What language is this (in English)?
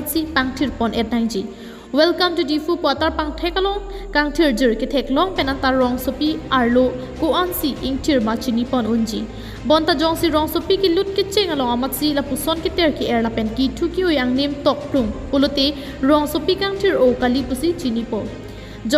Karbi